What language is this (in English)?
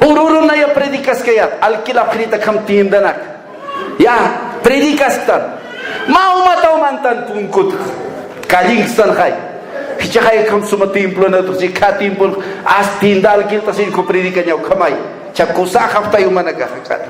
Aymara